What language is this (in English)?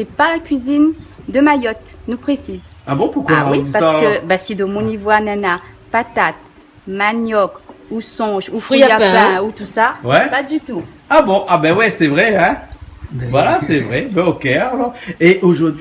Réunion Creole French